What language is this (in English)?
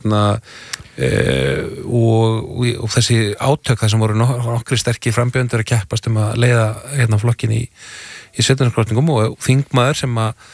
Icelandic